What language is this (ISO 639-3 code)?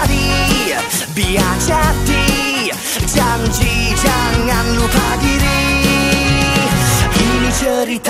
msa